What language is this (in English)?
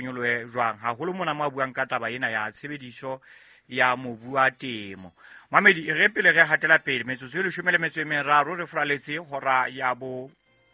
Southern Sotho